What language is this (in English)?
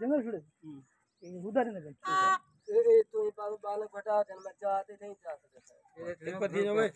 Saraiki